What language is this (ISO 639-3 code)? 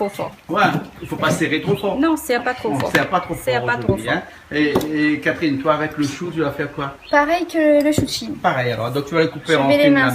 rcf